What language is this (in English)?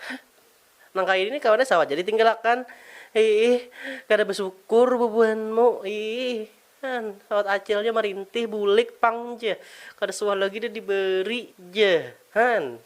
Banjar